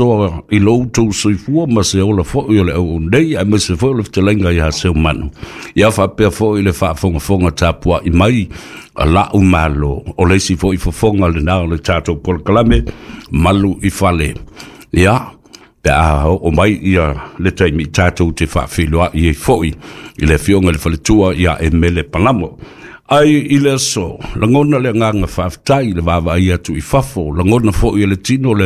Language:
Samoan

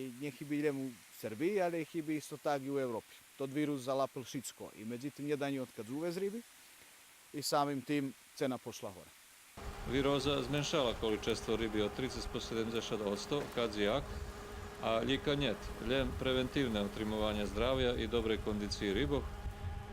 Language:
Rusyn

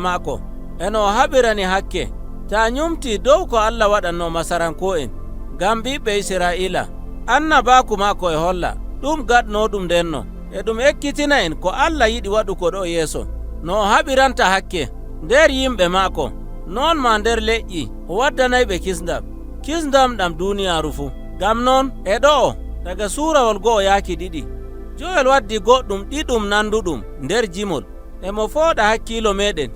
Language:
Nigerian Fulfulde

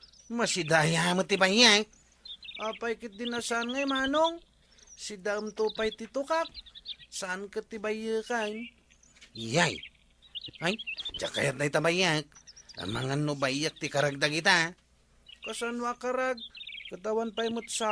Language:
Iloko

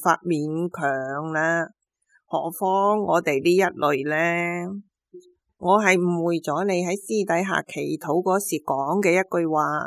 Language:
Cantonese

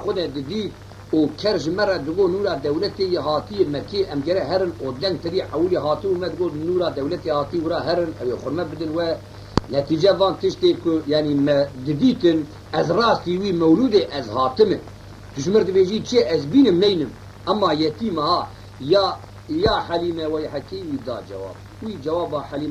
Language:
Kurdish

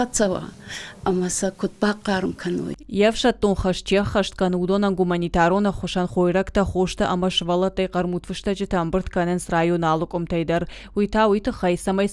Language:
Ossetic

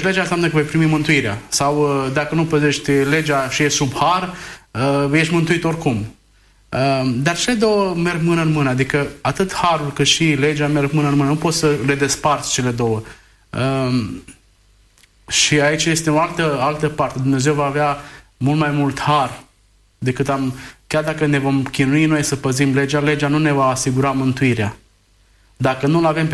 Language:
Romanian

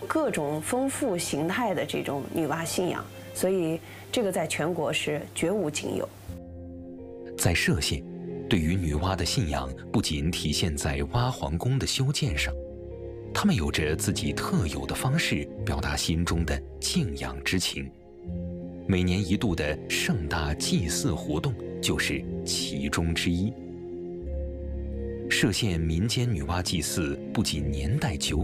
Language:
Chinese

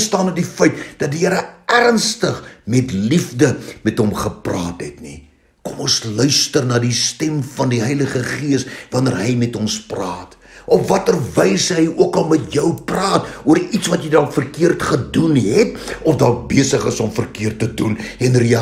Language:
Afrikaans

